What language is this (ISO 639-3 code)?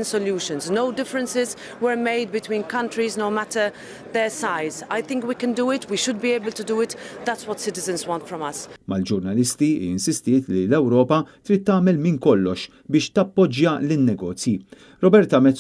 mlt